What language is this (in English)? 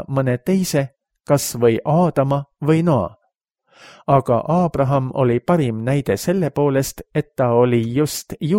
Estonian